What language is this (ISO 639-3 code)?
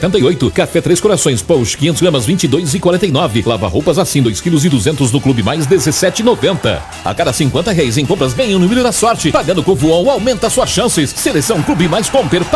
por